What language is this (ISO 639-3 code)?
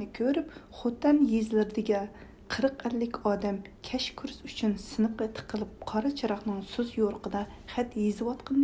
uig